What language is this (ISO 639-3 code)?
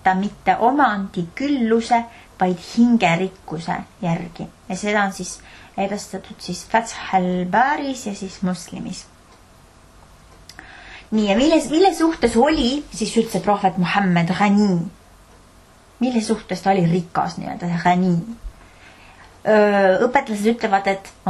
est